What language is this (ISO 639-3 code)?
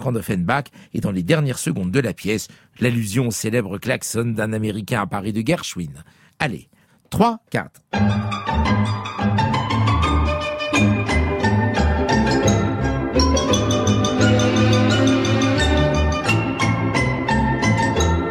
fra